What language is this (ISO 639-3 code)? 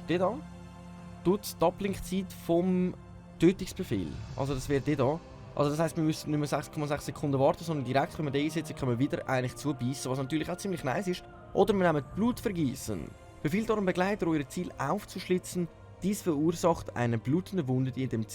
gsw